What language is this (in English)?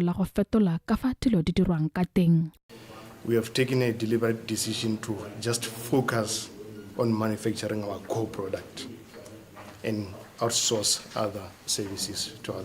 Tswana